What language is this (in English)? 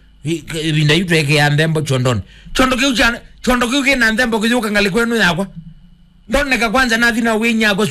Kamba